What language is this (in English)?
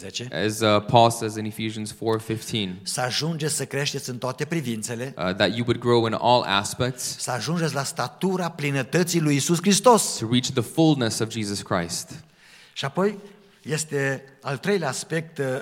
Romanian